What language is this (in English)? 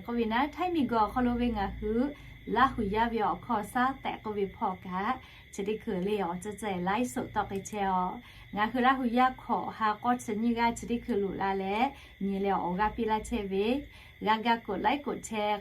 Lahu